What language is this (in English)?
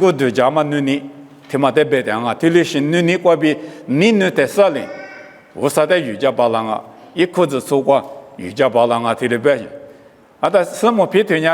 Lisu